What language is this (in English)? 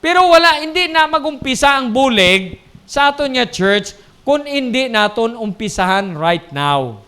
Hiligaynon